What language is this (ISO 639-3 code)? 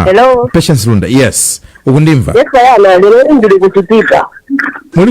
nya